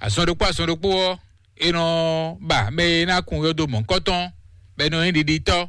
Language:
Fon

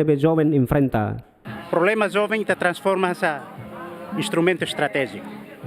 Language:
Tetum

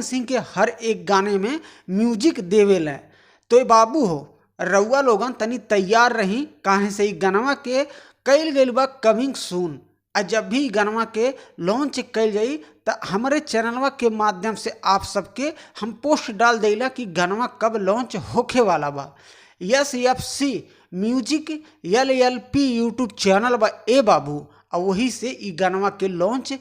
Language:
Bhojpuri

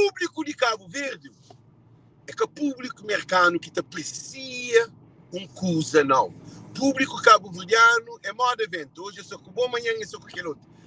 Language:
Kabuverdianu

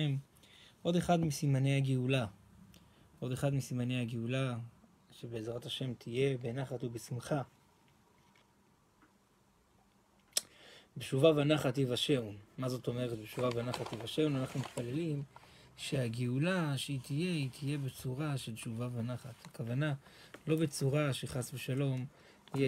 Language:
Hebrew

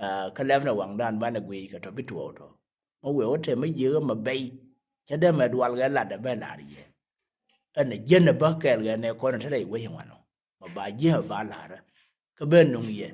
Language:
Nuer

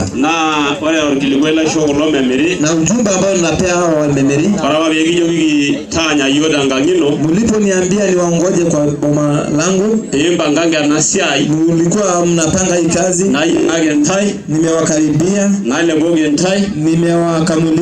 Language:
Masai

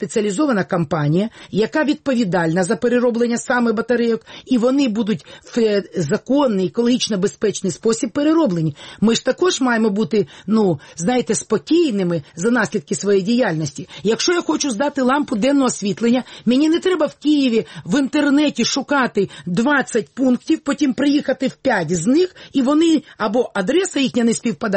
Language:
Ukrainian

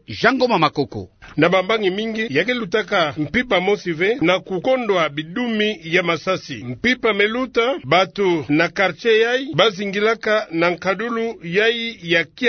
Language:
Kituba (Democratic Republic of Congo)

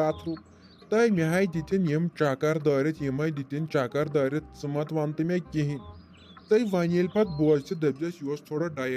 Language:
Kashmiri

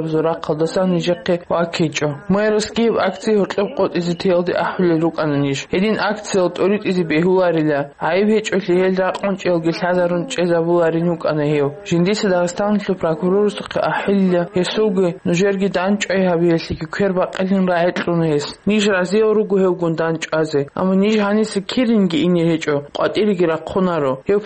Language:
Avaric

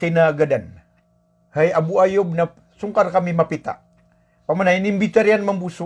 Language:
Maranao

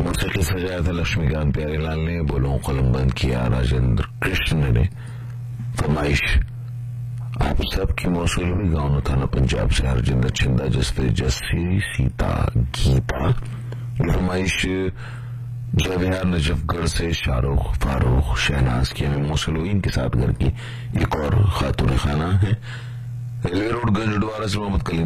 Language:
Urdu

